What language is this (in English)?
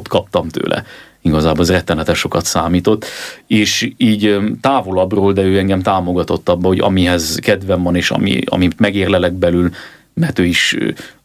Hungarian